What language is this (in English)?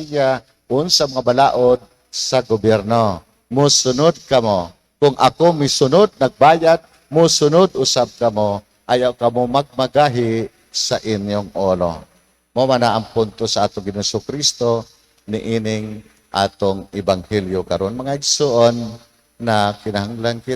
Cebuano